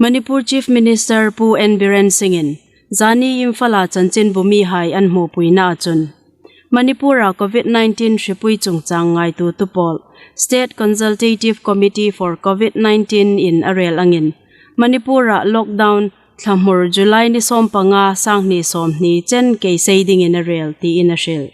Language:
Hmar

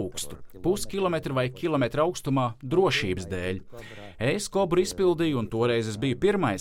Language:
Latvian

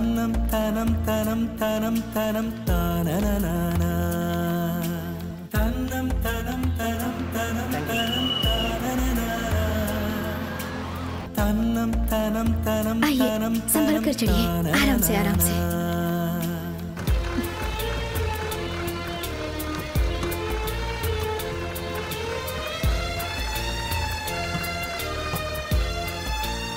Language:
Hindi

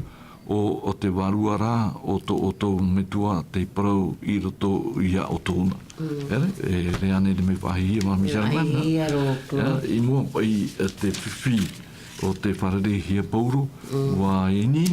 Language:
Tahitian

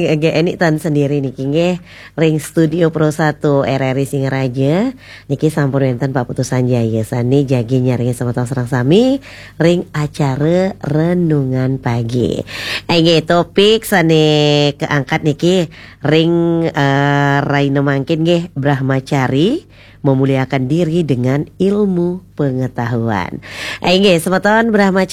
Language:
Balinese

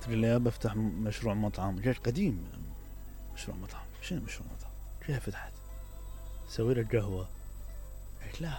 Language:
Mesopotamian Arabic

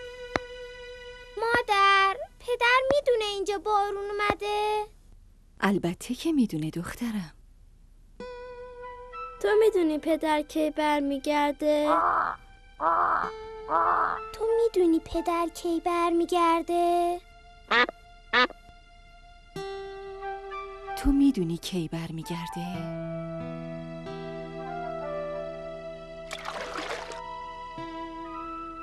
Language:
Persian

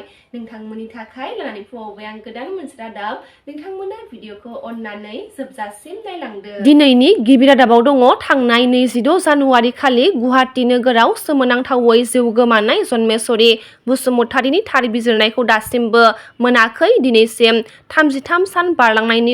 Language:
Bodo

